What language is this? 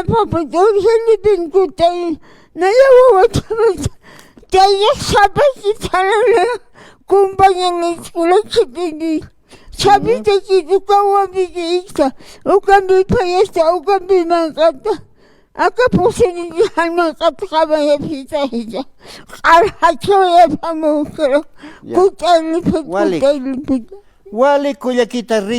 Aymara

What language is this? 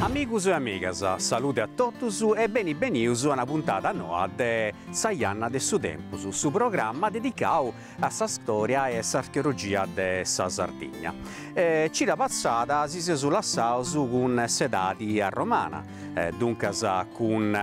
Sardinian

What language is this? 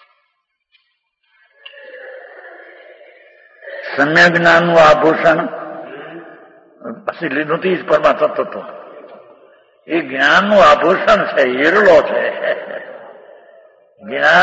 Gujarati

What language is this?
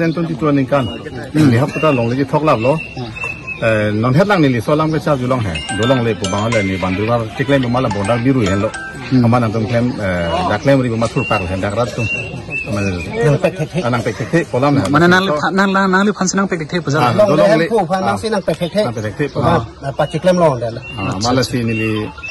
Karbi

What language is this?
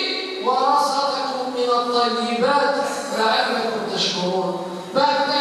Algerian Arabic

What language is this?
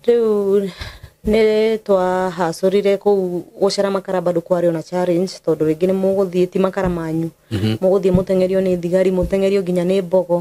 Kikuyu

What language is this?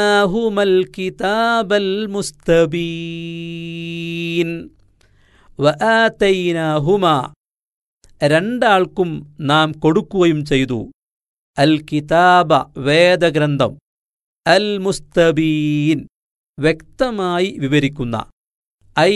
Malayalam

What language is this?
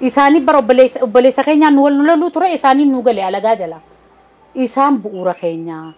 Oromo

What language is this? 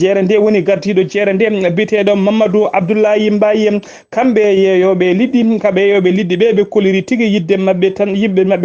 Fula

